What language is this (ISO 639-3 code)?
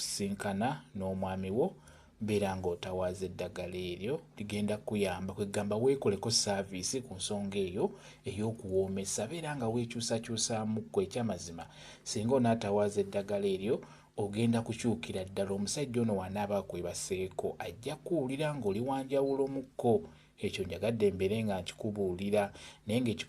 lug